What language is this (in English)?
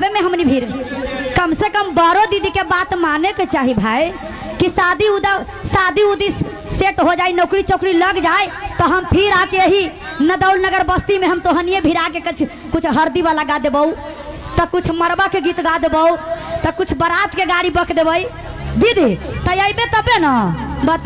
Magahi